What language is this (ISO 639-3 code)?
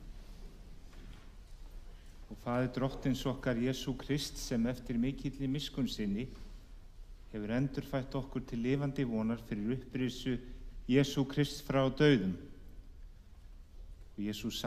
isl